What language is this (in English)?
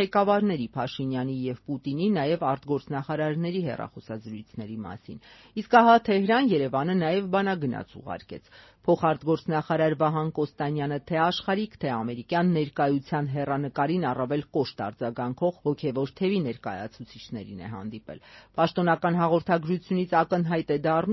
Armenian